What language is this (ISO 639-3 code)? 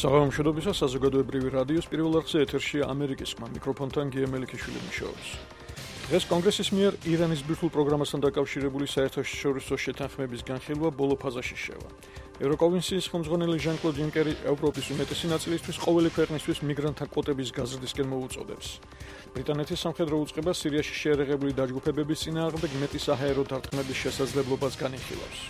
kat